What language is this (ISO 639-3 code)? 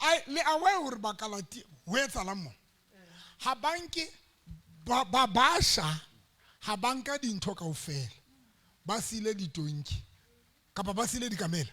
sot